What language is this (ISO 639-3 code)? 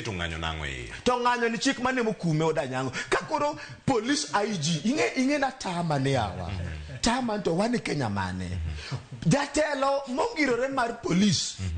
luo